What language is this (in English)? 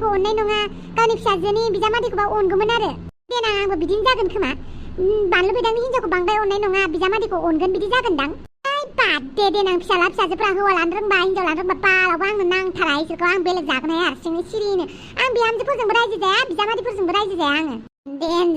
Bodo